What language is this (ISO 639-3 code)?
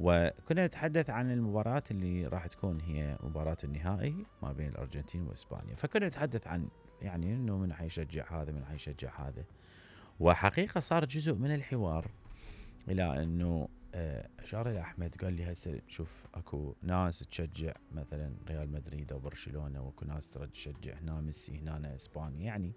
acm